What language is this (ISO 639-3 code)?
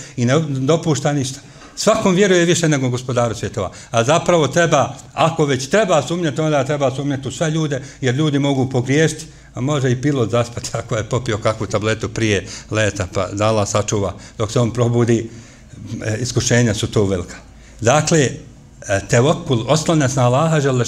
bos